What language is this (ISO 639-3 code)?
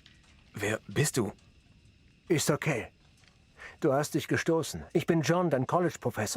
bar